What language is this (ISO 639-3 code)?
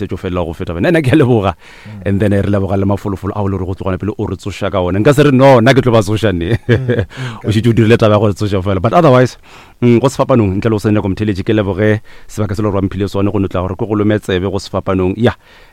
nso